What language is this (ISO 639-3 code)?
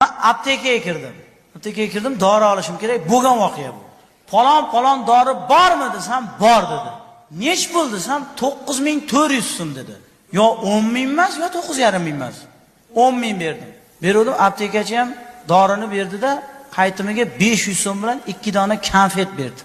uzb